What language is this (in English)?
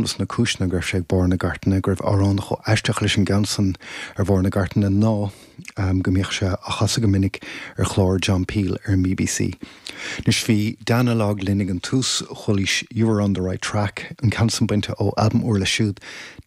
Irish